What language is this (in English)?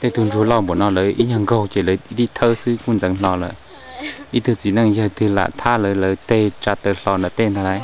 Hmong